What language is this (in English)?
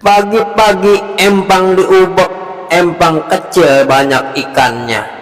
Betawi